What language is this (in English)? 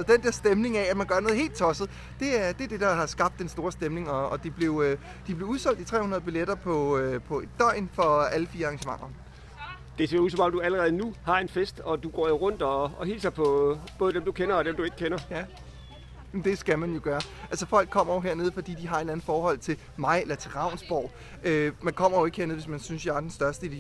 Danish